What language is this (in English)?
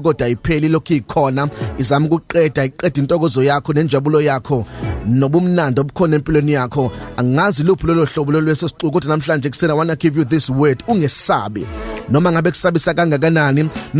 Zulu